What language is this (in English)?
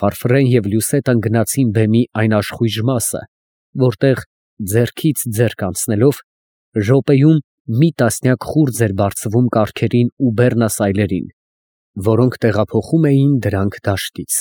Armenian